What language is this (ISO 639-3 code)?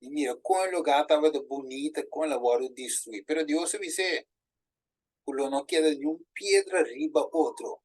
pap